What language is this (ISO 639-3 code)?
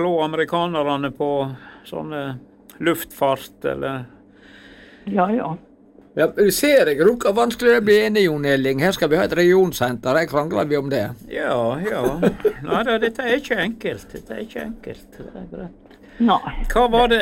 nor